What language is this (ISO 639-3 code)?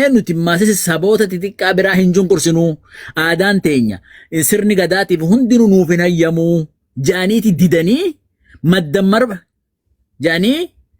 orm